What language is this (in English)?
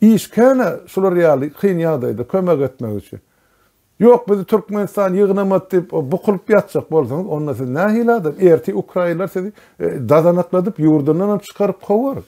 Turkmen